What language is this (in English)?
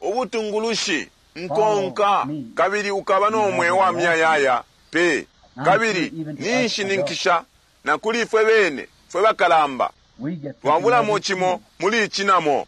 Bemba